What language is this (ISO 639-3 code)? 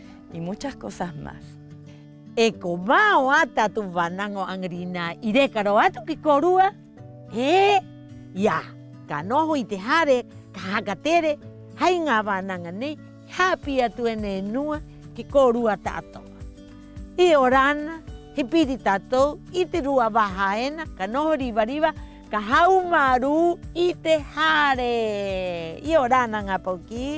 rap